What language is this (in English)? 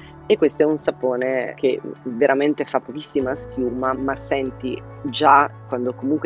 Italian